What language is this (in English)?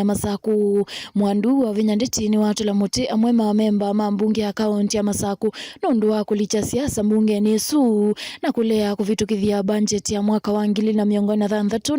Kamba